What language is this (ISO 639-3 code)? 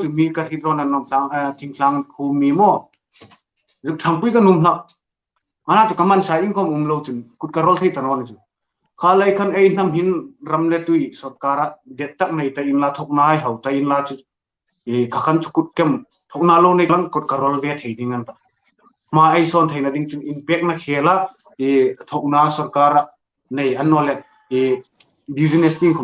hmr